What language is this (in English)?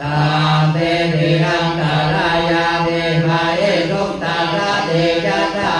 Pali